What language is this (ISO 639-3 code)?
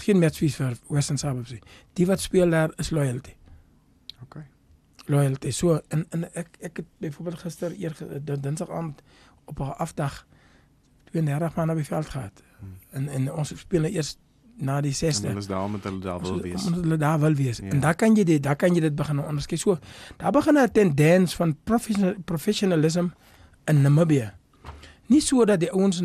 afr